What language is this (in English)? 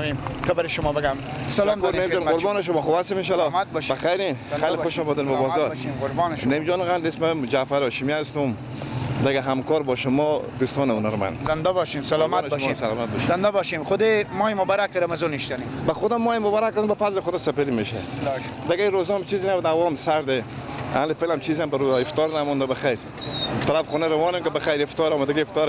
Persian